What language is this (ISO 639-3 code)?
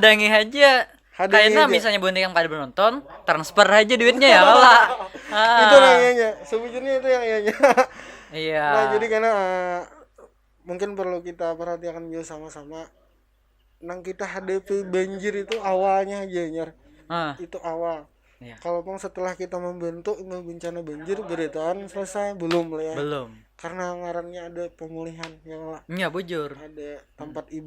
bjn